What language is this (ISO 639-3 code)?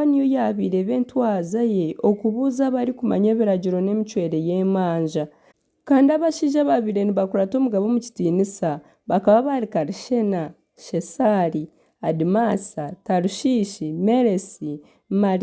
nyn